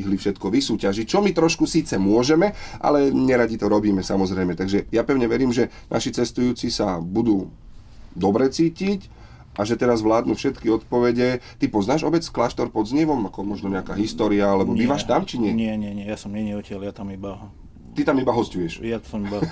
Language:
Slovak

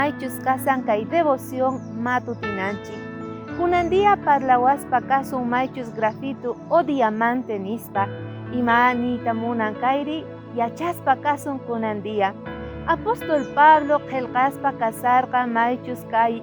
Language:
South Bolivian Quechua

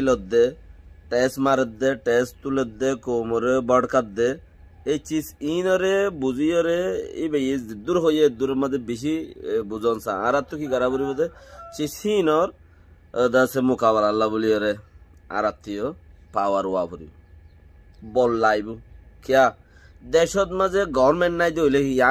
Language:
Rohingya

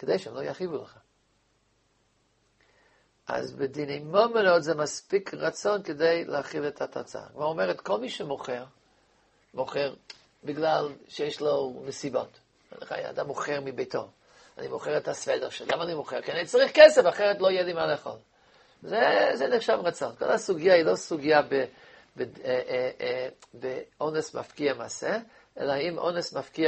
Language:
Hebrew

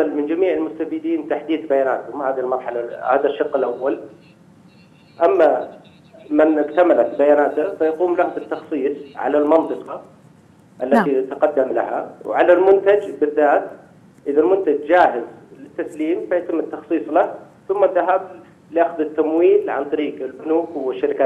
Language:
Arabic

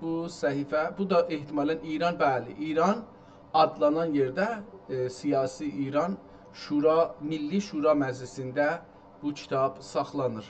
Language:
South Azerbaijani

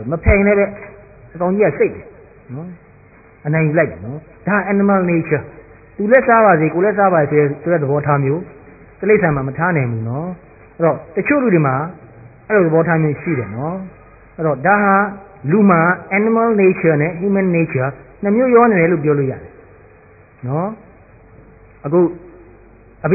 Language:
Burmese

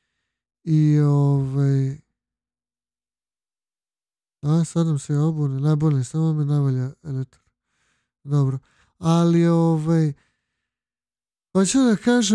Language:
Serbian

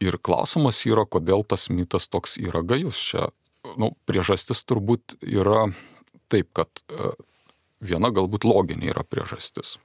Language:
Lithuanian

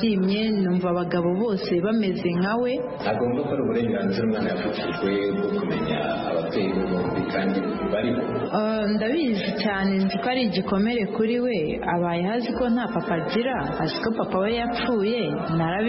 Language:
Kinyarwanda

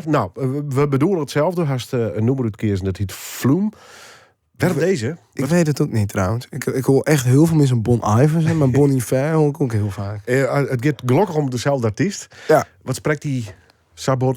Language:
Western Frisian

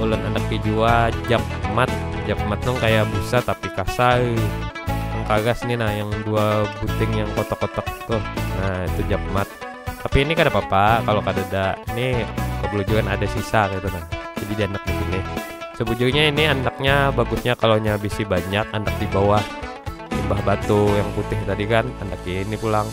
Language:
Banjar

